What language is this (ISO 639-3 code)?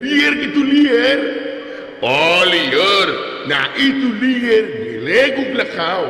sun